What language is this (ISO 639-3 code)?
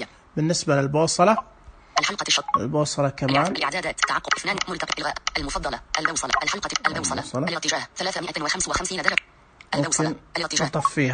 ars